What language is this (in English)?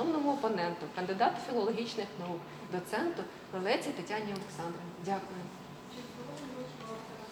Ukrainian